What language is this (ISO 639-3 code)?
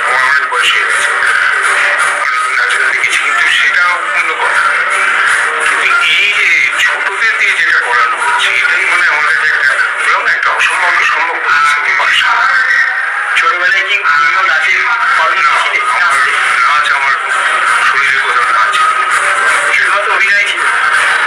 ben